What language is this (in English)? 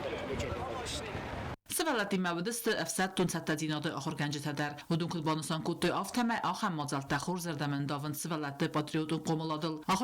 Ossetic